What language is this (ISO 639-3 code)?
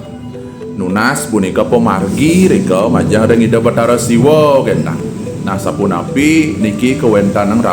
ban